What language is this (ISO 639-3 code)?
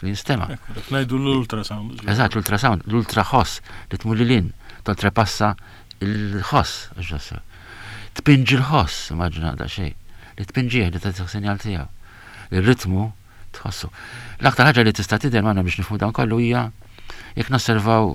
mlt